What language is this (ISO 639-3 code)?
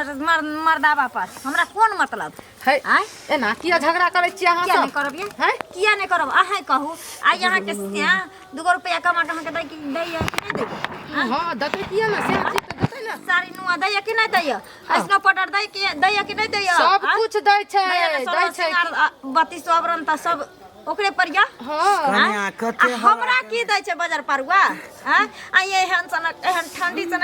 mai